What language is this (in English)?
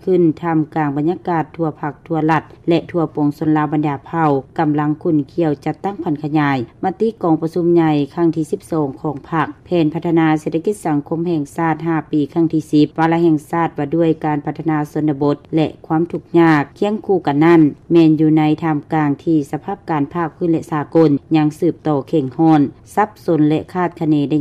Lao